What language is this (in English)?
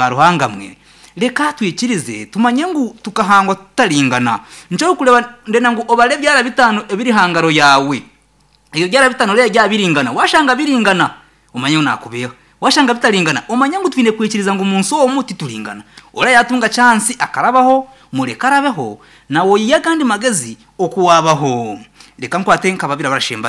Nyankole